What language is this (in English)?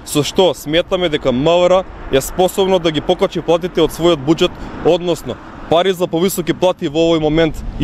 Macedonian